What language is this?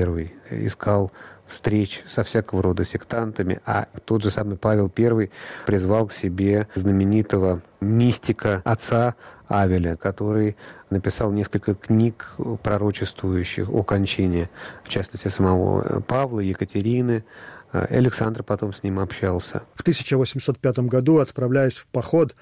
Russian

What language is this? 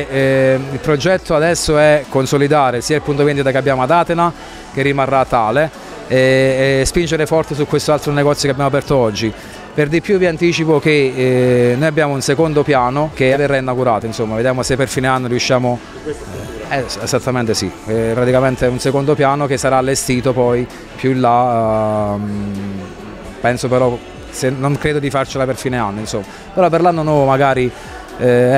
Italian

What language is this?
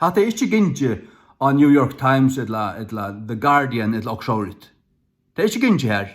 Faroese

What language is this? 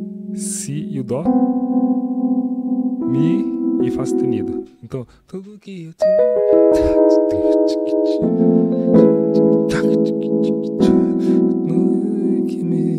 Portuguese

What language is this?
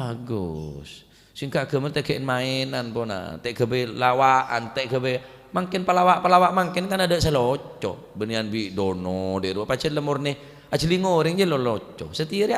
Madurese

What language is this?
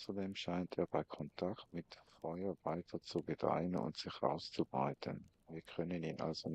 Swiss German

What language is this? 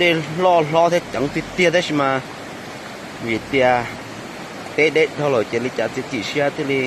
Hmong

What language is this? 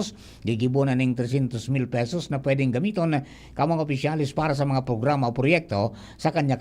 Bikol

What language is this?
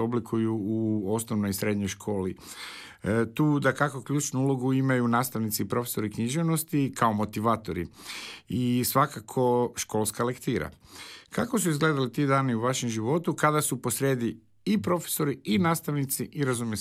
Croatian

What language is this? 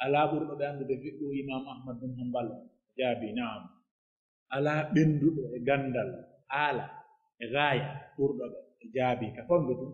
Pular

